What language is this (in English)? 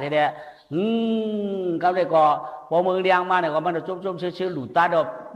Shan